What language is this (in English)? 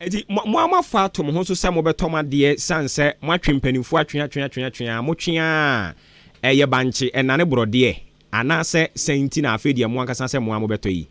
Akan